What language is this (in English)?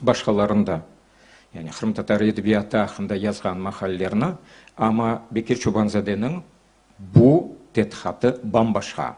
Crimean Tatar